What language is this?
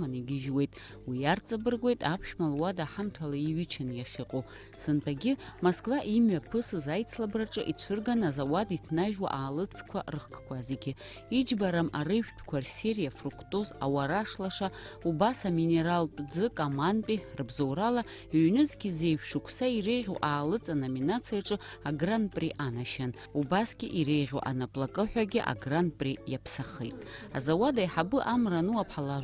Abkhazian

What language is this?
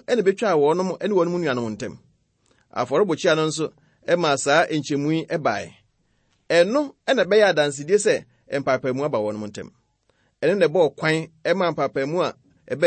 Akan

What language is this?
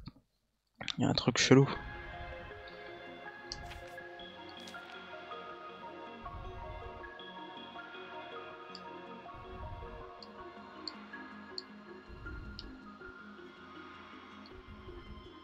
French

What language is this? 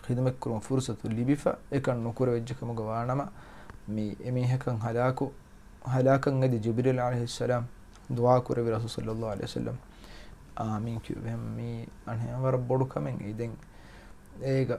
Divehi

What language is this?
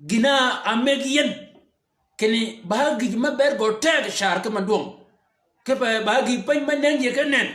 Shilluk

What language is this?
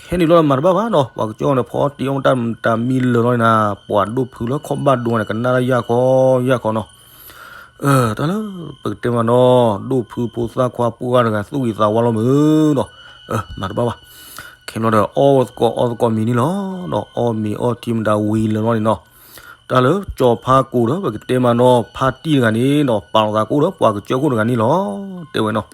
S'gaw Karen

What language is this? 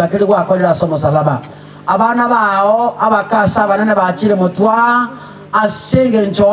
Gusii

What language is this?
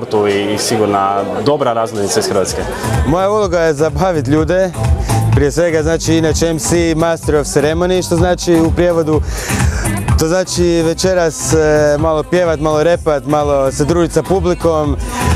Croatian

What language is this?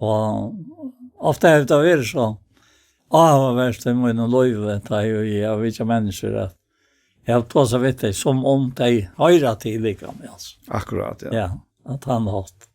Faroese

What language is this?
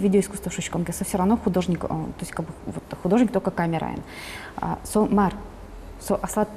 Udmurt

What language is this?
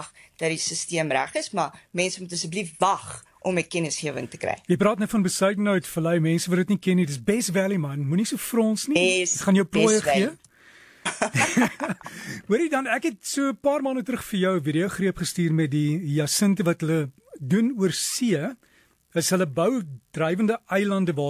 Afrikaans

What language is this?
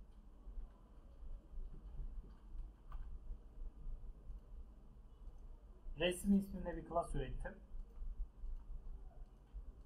Turkish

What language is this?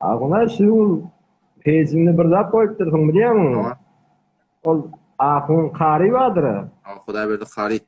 Turkmen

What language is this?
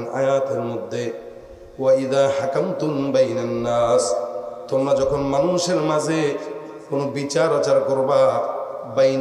Bangla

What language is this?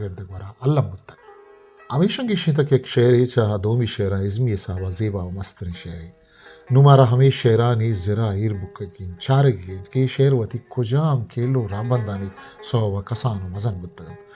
Eastern Balochi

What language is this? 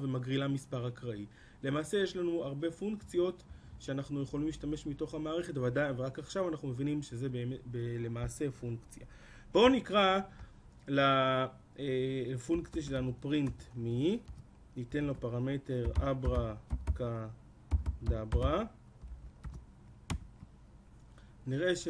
Hebrew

